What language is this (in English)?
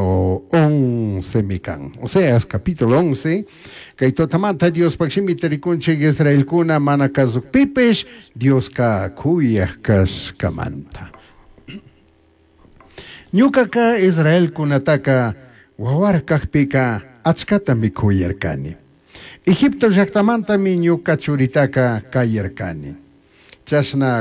Chimborazo Highland Quichua